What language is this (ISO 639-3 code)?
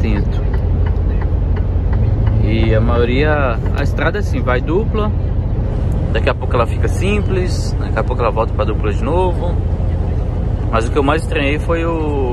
por